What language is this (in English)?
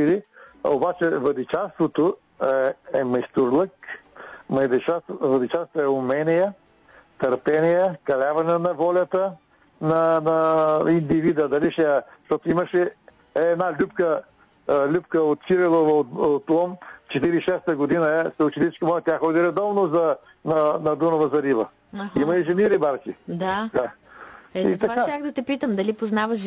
Bulgarian